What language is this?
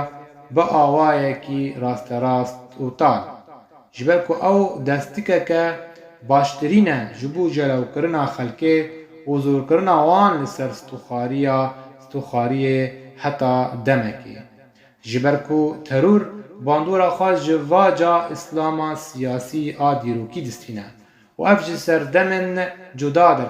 Kurdish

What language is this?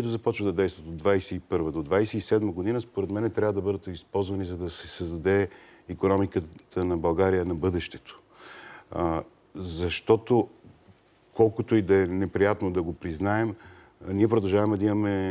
Bulgarian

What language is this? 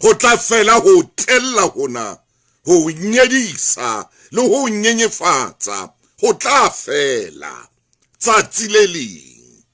Southern Sotho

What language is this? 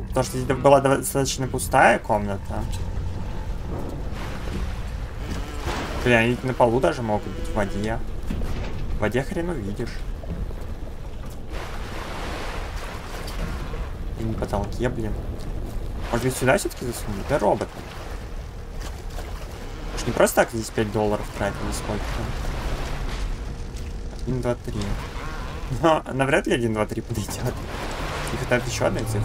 Russian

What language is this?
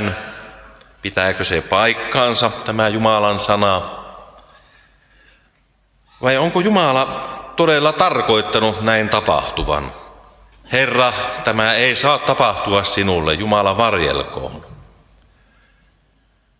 Finnish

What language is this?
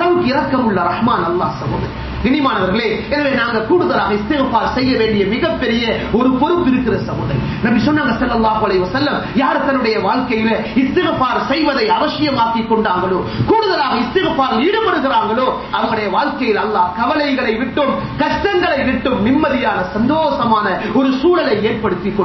Tamil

